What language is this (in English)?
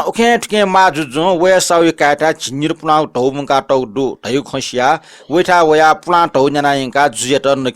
Newari